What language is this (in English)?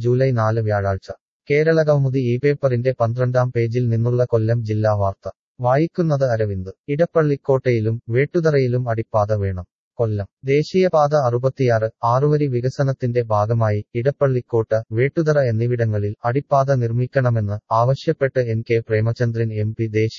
Malayalam